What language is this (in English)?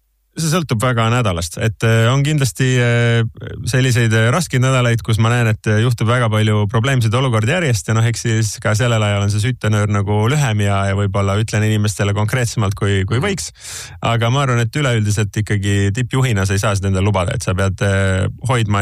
Estonian